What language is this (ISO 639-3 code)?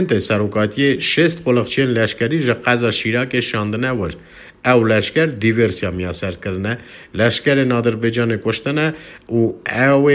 kur